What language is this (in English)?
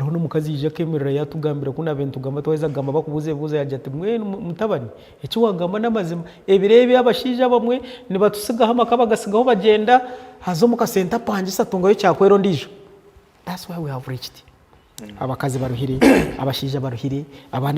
Nyankole